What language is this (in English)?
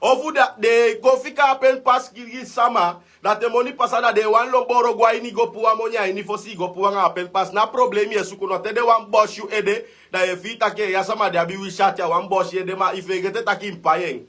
Sranan Tongo